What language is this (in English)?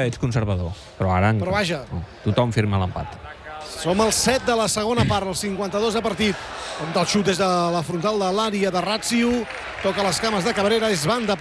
Catalan